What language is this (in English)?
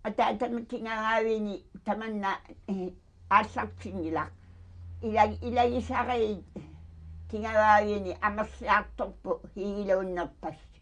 Kalaallisut